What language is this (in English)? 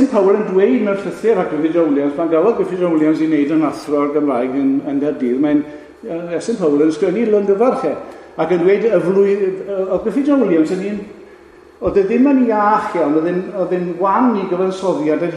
Welsh